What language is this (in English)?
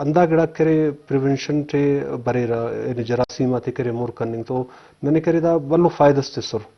Eastern Balochi